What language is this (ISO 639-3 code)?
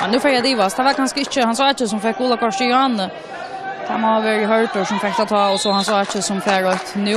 fao